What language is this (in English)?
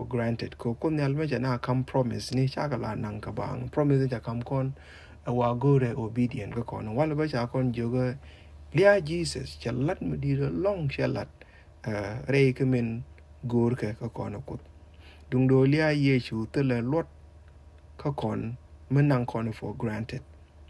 Nuer